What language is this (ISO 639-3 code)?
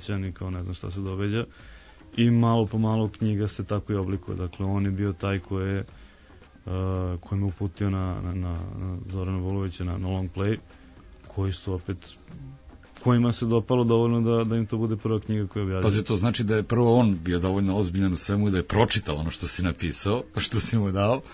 srp